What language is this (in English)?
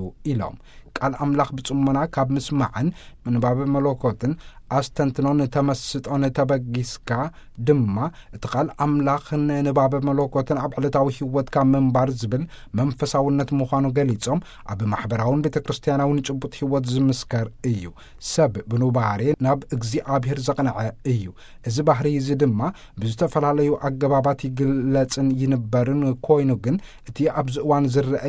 Tigrinya